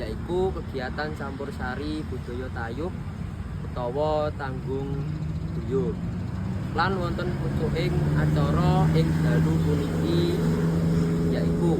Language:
Javanese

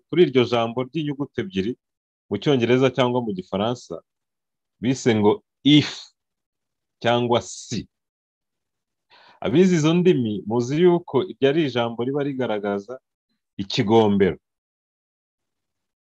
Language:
Kinyarwanda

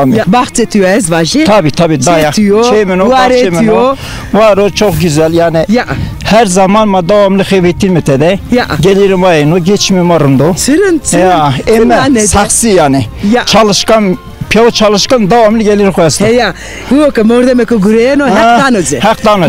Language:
Zaza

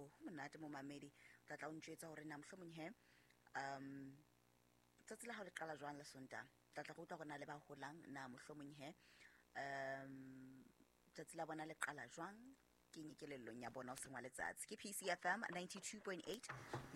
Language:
Southern Sotho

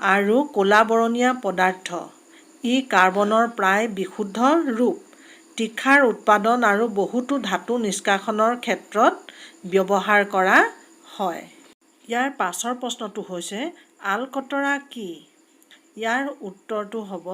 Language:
Assamese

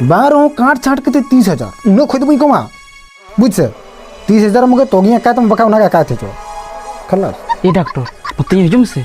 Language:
Santali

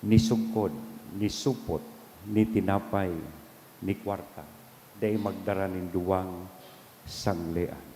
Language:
Bikol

